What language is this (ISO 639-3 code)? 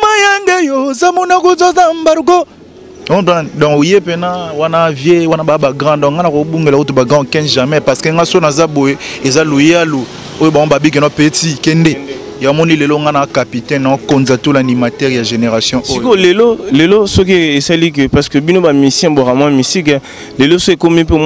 lin